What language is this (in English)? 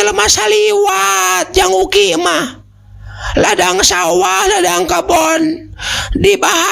Sundanese